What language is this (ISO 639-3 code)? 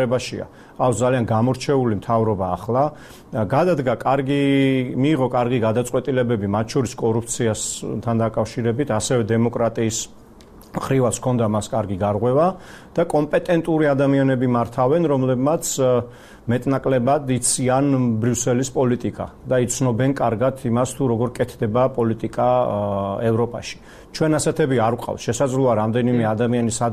kat